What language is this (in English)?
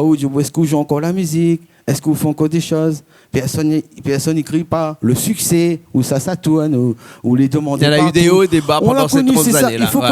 Réunion Creole French